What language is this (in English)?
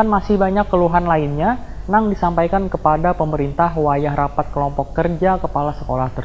Banjar